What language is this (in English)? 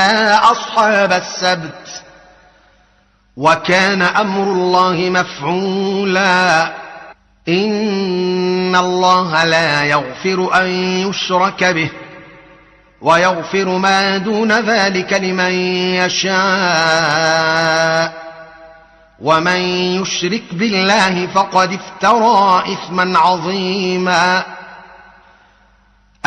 Arabic